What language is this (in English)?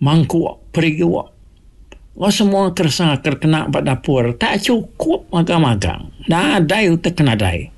Iban